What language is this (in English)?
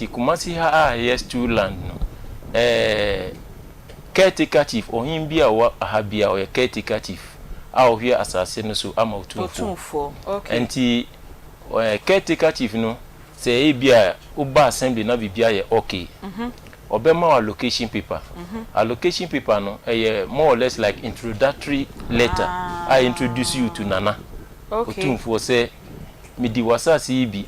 Akan